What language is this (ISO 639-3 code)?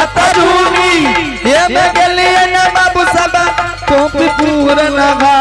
anp